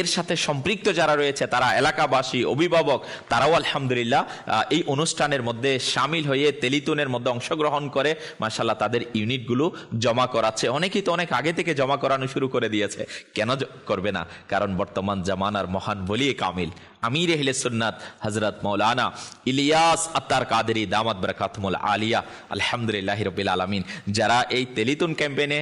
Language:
Bangla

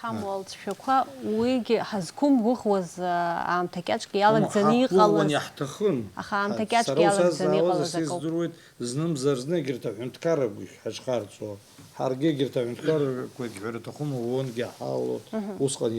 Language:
Abkhazian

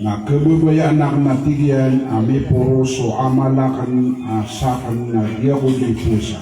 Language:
Maranao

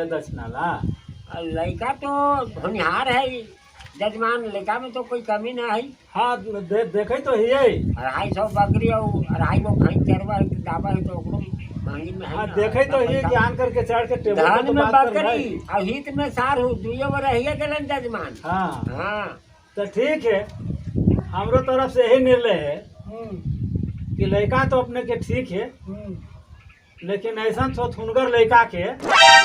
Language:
Magahi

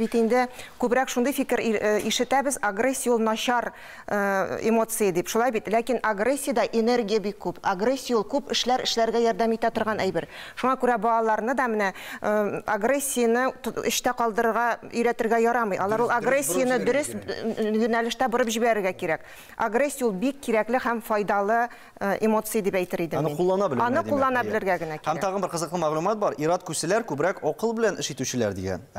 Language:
Tatar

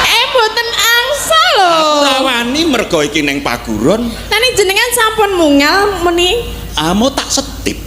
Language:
Javanese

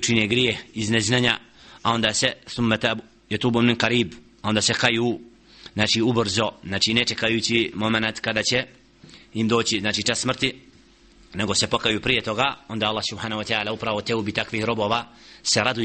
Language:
Bosnian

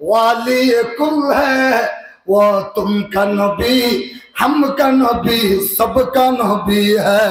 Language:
Rohingya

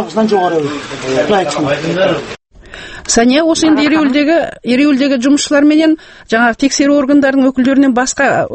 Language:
Kazakh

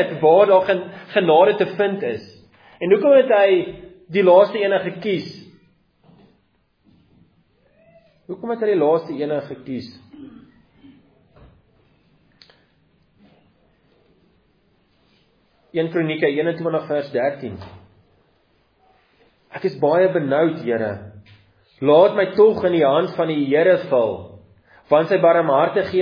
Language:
Afrikaans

